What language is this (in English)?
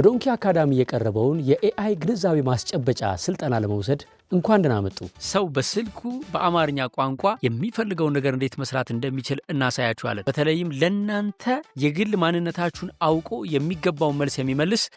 Amharic